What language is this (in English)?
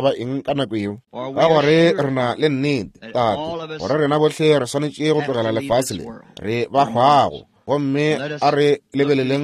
Northern Sotho